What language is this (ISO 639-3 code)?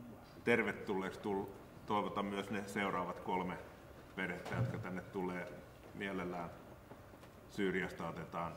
fin